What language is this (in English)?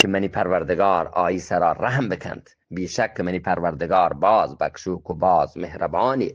Eastern Balochi